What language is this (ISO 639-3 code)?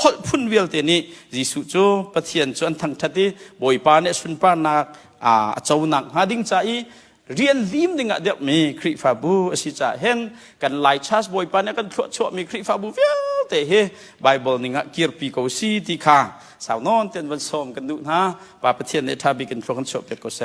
cnh